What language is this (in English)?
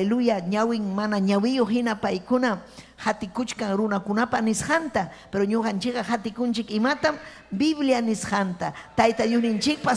Ayacucho Quechua